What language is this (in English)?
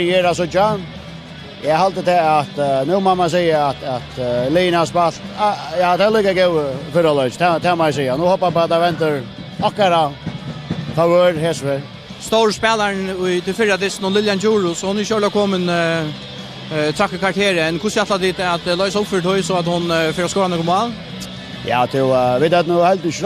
Faroese